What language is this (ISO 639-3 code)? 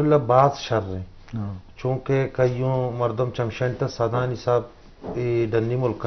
bgp